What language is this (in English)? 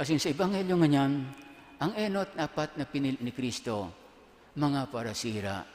Bikol